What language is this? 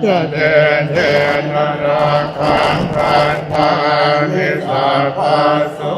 Pali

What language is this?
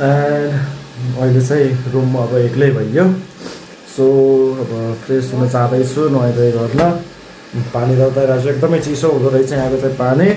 Nepali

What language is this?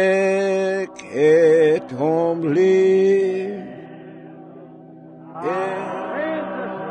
Afrikaans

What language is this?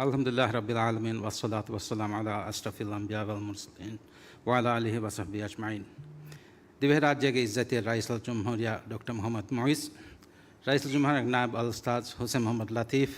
Divehi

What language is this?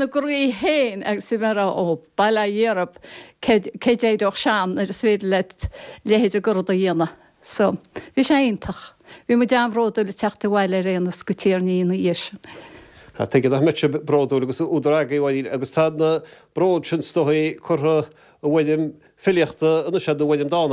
Irish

